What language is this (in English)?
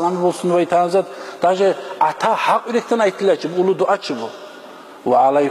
Kumyk